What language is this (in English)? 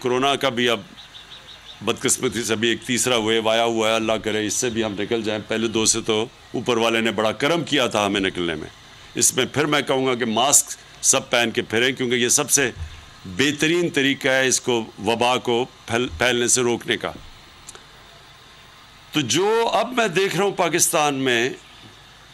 Urdu